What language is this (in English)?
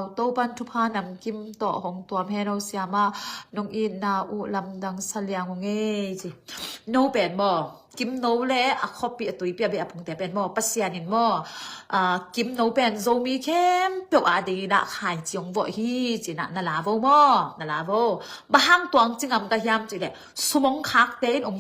Tedim Chin